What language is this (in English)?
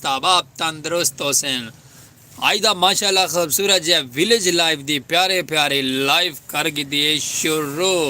Saraiki